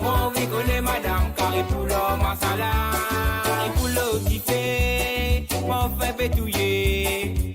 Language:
Morisyen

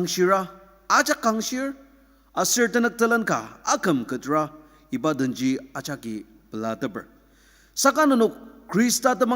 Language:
Ao Naga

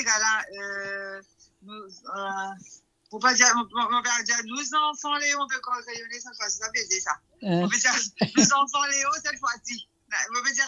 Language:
Morisyen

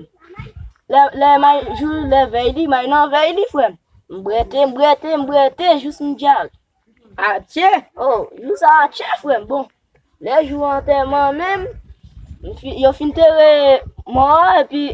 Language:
Haitian Creole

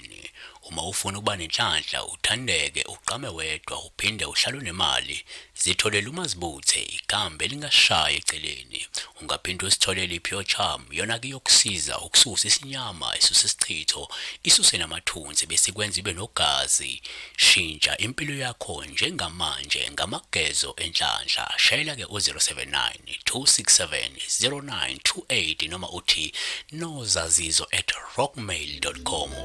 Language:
Zulu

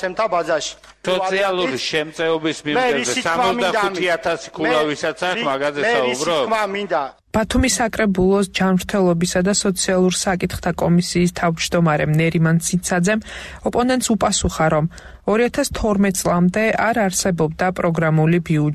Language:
Georgian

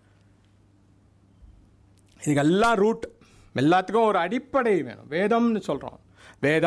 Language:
Tamil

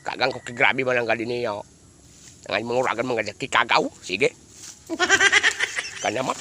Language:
Bikol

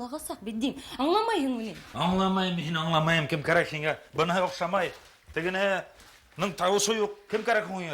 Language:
Bashkir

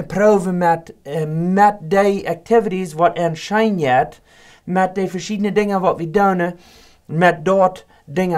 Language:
Plautdietsch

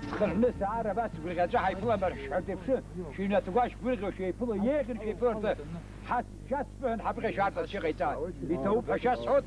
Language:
Abkhazian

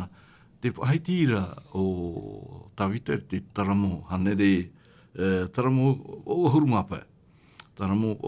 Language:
Tahitian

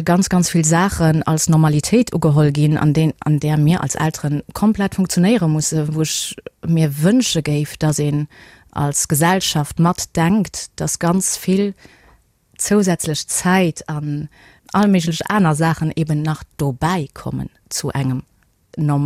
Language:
Luxembourgish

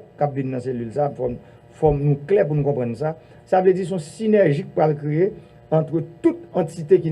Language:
Haitian Creole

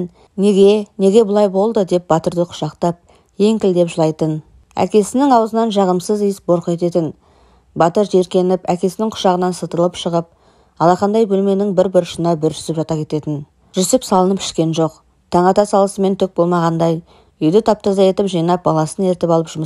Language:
Kazakh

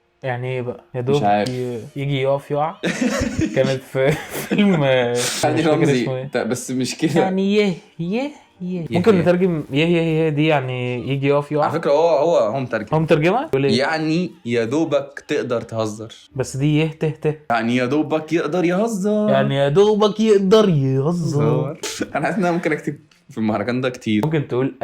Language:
Egyptian Arabic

